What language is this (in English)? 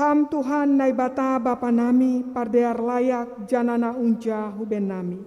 Batak Simalungun